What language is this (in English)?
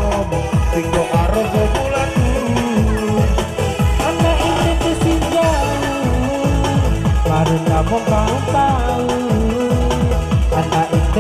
Indonesian